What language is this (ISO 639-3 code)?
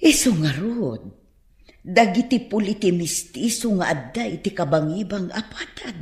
ilo